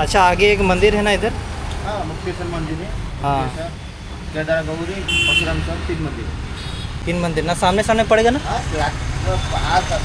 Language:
Santali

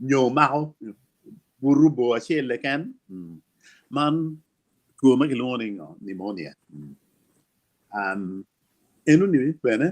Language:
Acoli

